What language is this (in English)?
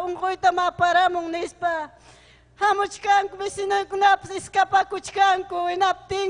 Ayacucho Quechua